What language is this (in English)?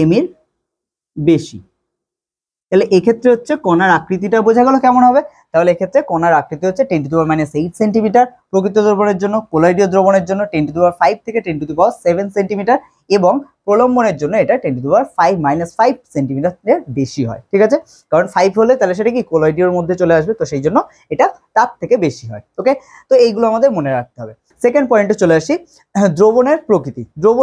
Bangla